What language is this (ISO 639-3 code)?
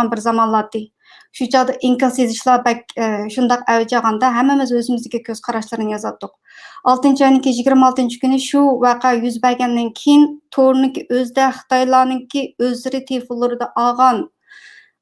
uig